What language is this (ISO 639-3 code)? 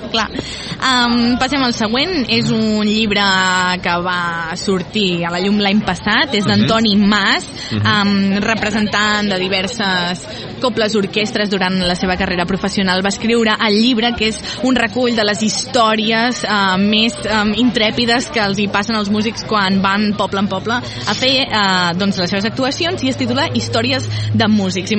cat